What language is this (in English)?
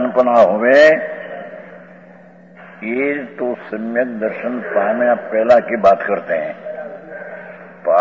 Gujarati